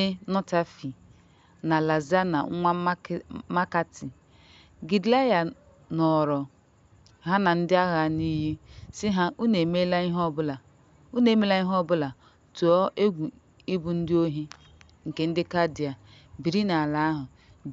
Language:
Igbo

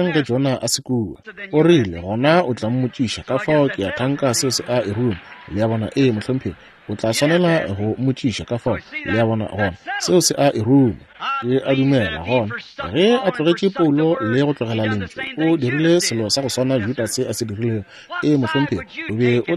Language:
Northern Sotho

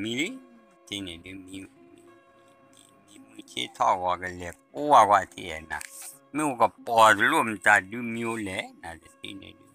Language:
S'gaw Karen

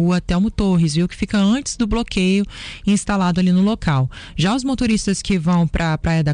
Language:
Portuguese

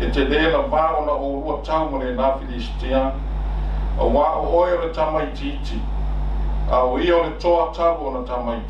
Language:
Samoan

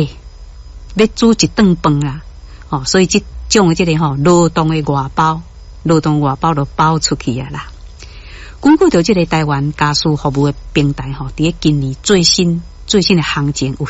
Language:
Min Nan Chinese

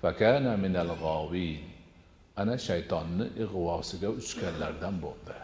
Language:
Uzbek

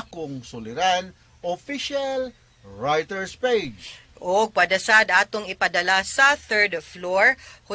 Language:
Cebuano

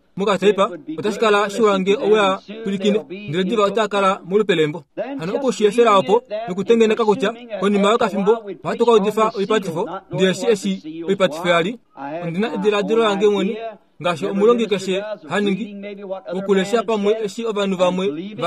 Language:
Kuanyama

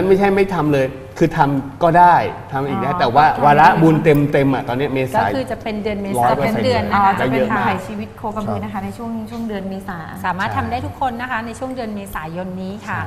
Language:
Thai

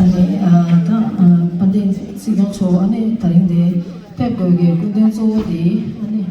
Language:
Tibetan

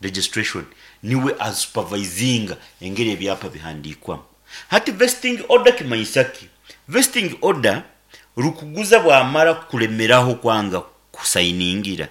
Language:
Nyankole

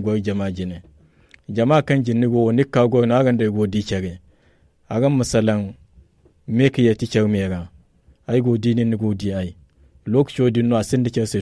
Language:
Zarma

